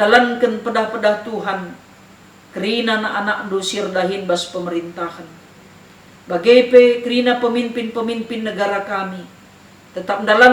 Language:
Batak Karo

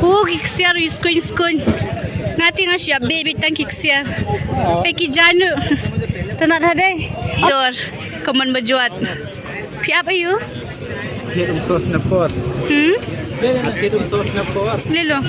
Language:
Khasi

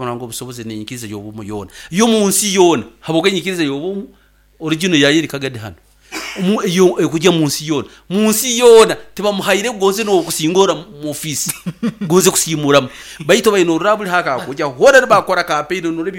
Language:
Nyoro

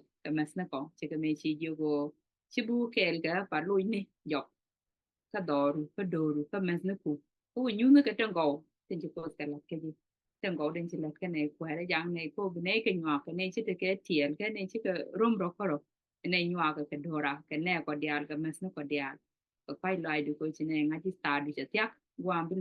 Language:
Nuer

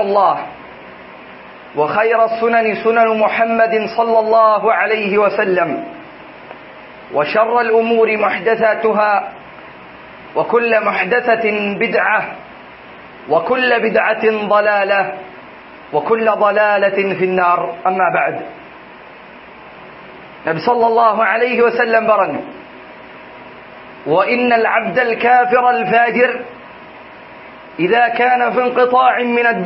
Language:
Malayalam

